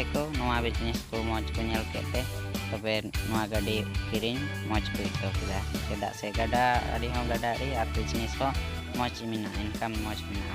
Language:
Santali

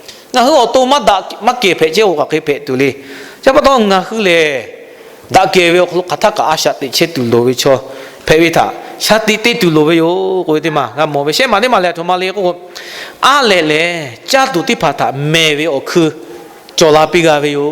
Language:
Lahu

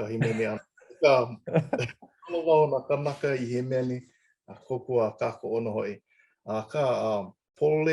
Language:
Hawaiian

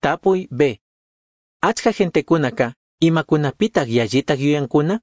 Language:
Chimborazo Highland Quichua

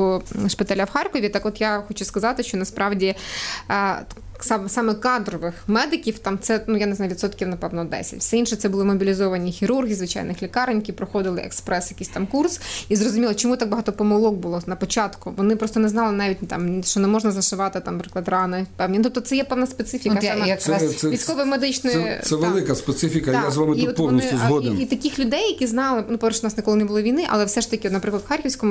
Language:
Ukrainian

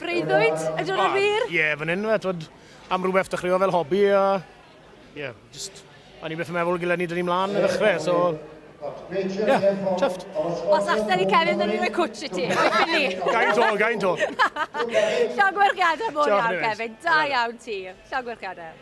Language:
Welsh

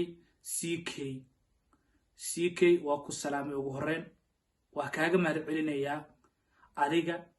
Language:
Somali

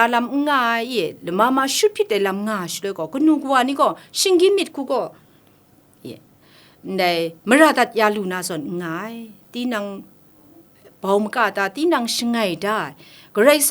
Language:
Kachin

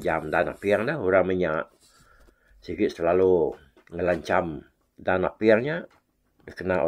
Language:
Iban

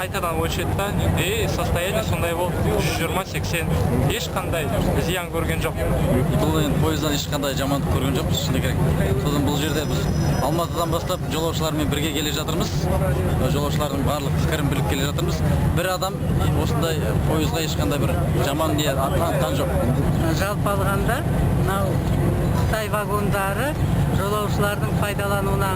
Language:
Kazakh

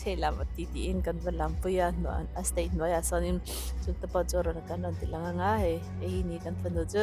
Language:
Mizo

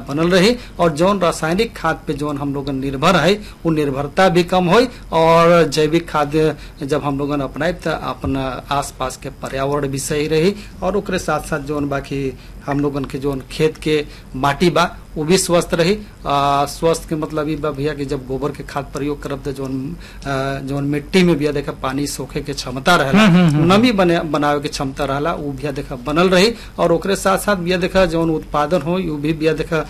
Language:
Bhojpuri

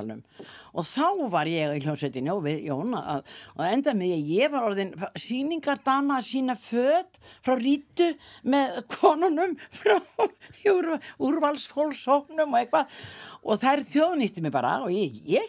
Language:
Icelandic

